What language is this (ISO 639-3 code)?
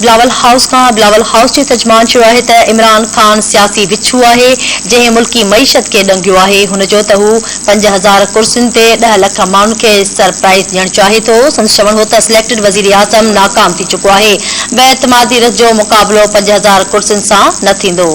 snd